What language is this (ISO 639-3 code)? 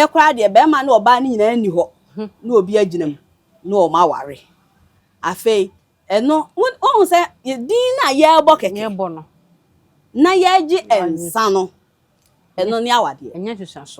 aka